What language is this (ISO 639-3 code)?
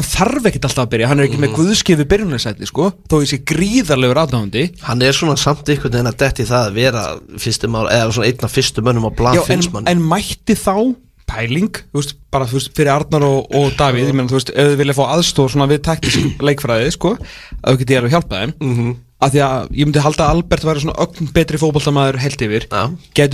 isl